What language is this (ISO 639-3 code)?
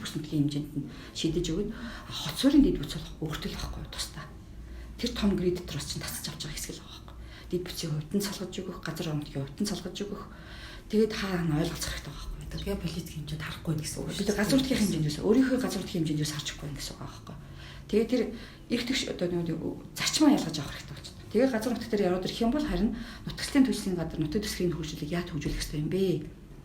mon